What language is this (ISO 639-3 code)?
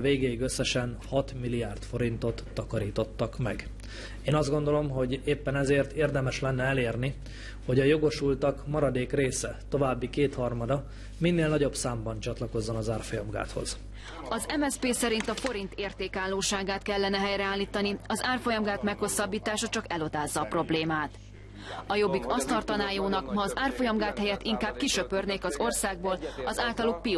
hun